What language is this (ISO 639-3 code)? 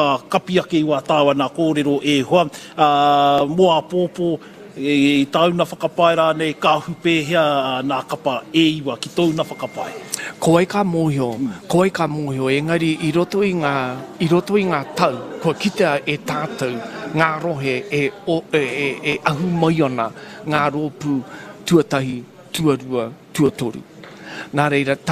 mri